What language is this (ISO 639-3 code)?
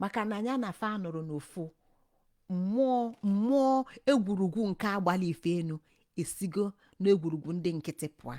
ibo